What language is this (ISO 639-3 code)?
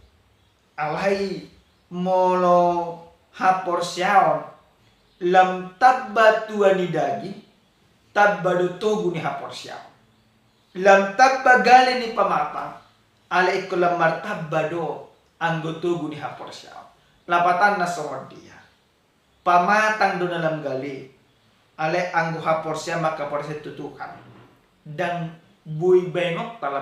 bbc